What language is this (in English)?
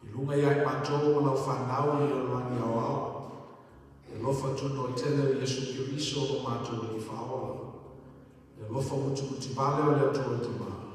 Samoan